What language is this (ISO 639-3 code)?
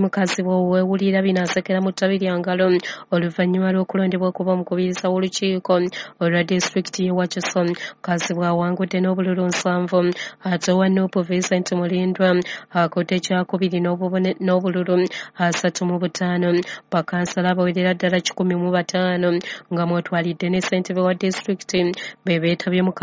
lug